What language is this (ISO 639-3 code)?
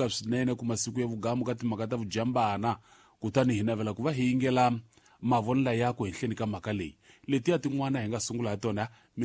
tso